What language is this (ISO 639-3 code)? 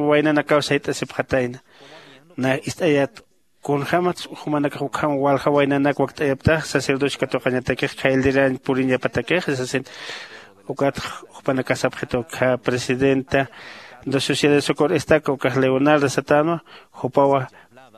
aym